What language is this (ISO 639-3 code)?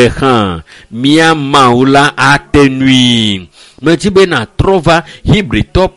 ewe